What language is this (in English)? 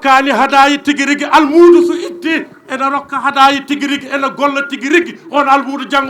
Fula